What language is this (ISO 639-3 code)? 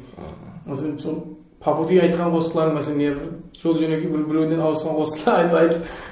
kaa